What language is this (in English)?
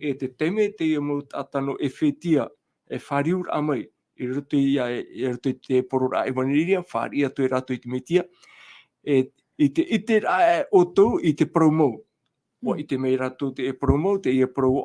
Tahitian